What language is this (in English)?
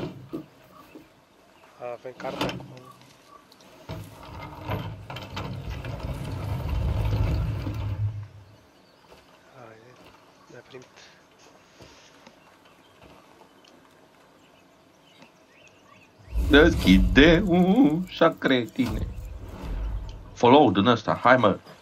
Romanian